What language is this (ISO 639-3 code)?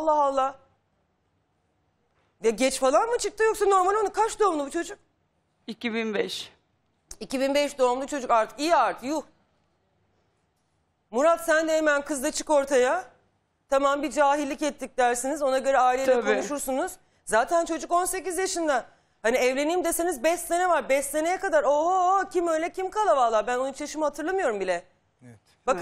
tur